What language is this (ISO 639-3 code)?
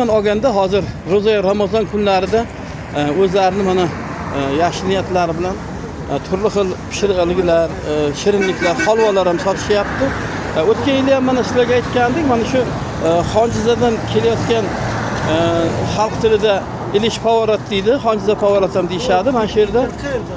uzb